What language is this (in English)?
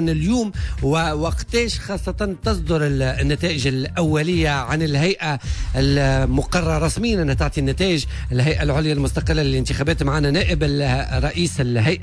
Tunisian Arabic